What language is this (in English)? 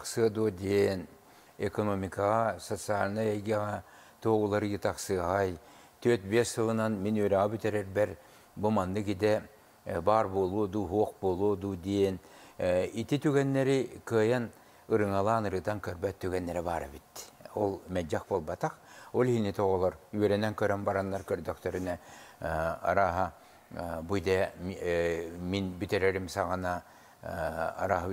Yakut